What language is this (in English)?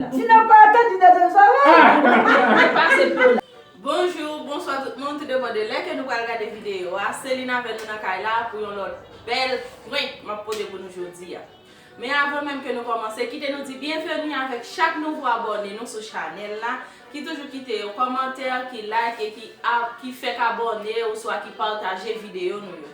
Haitian Creole